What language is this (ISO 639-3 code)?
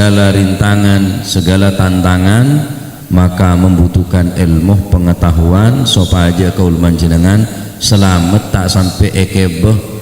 mad